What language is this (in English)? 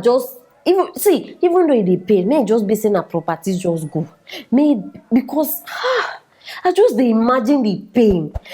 Nigerian Pidgin